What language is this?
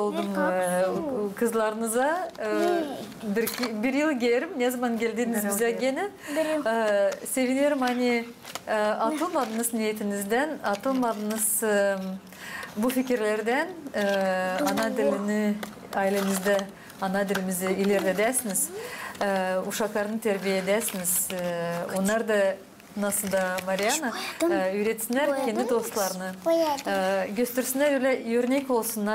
Gagauz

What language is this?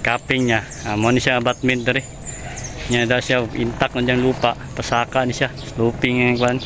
Cebuano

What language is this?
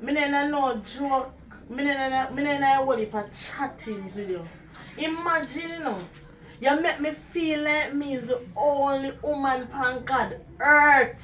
Jamaican Creole English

